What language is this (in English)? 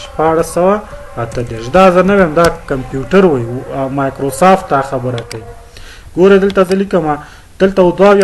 Pashto